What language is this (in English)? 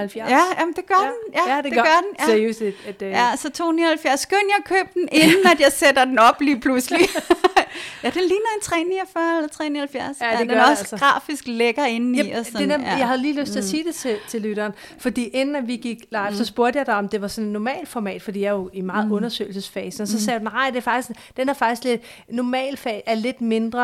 Danish